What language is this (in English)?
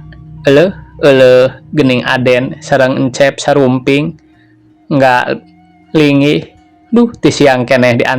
Sundanese